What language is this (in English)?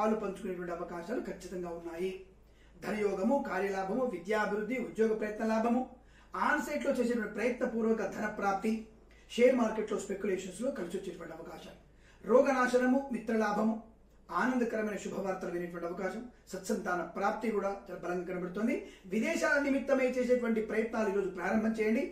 Telugu